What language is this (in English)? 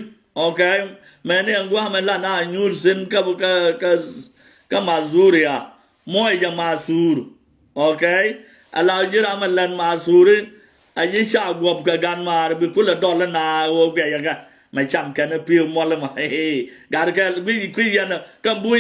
Nuer